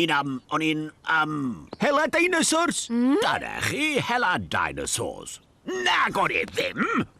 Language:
Welsh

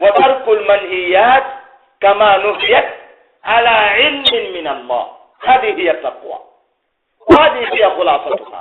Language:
Pular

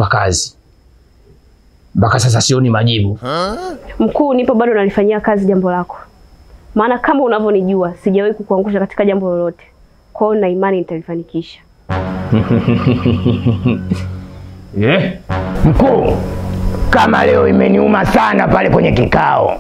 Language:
Swahili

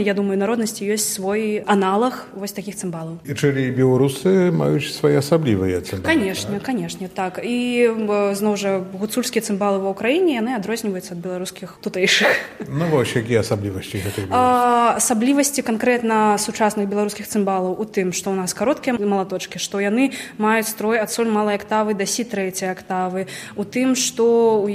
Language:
Belarusian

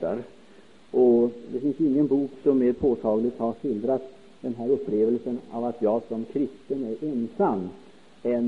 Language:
Swedish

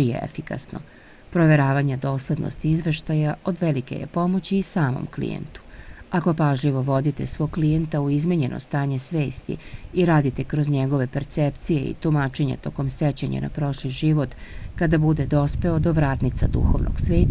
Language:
Serbian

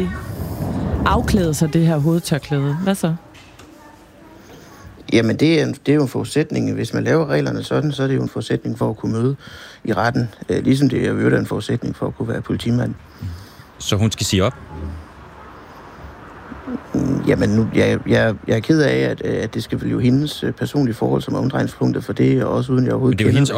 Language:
Danish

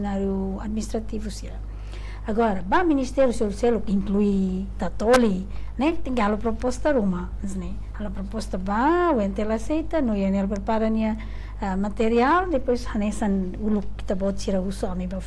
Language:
Tetum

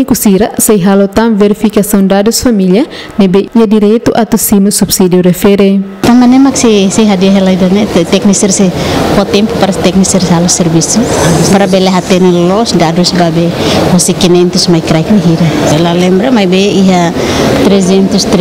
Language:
Tetum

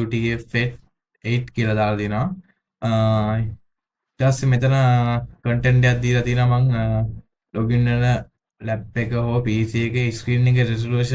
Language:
Sinhala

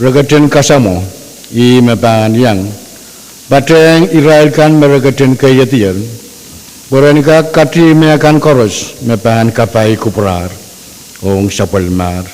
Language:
Pohnpeian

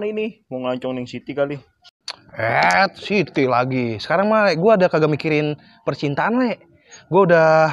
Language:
Betawi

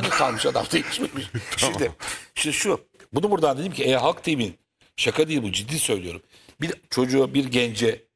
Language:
Turkish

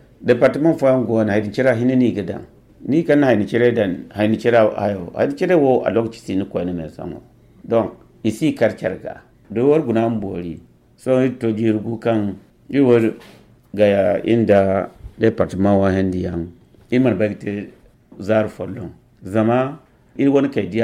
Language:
Zarma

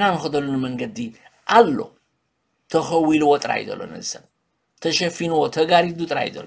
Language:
Tigrinya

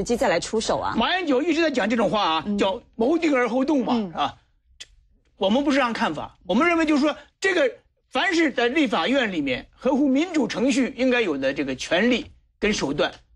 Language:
Chinese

